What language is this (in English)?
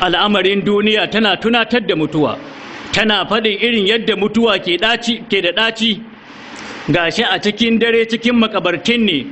Hausa